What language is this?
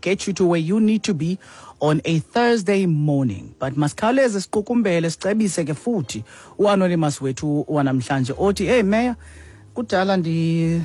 Xhosa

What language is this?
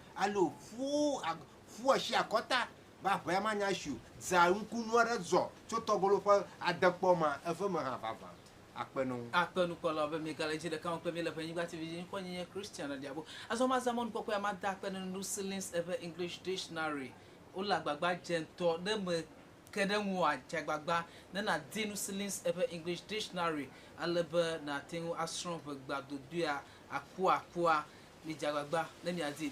Ewe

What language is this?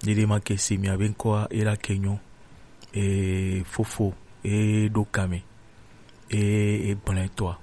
Gen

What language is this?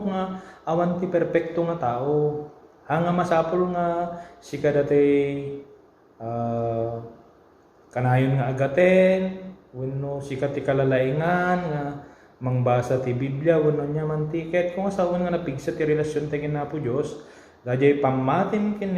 Iloko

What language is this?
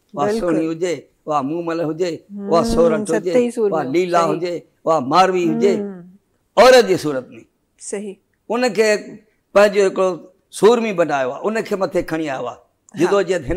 Sindhi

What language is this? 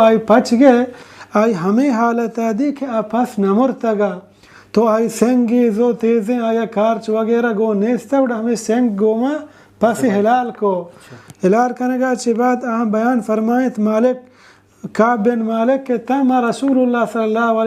Baluchi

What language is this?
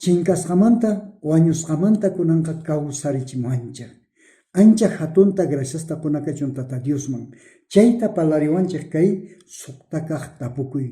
South Bolivian Quechua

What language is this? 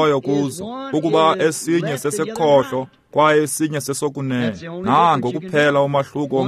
Xhosa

